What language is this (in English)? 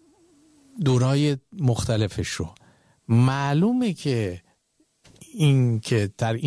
Persian